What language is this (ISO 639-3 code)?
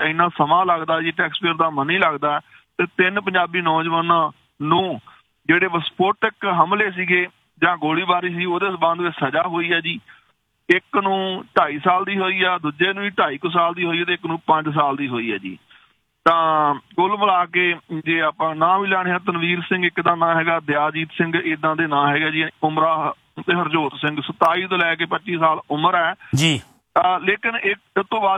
pan